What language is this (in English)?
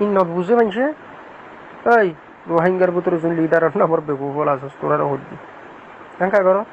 Rohingya